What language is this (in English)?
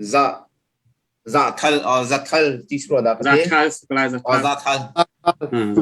Hakha Chin